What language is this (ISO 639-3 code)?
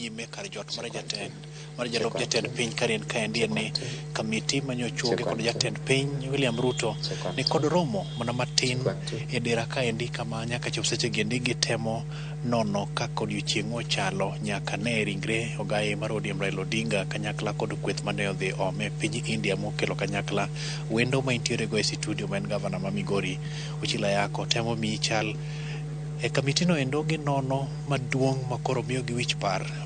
luo